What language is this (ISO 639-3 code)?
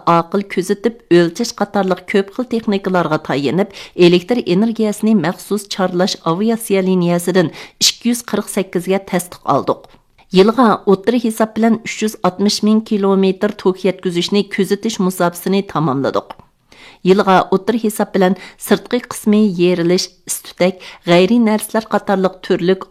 uig